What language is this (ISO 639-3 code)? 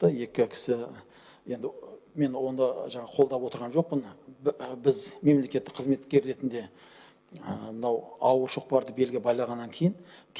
kaz